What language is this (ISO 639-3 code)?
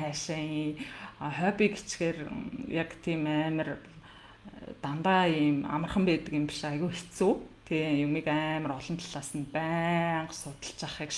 mon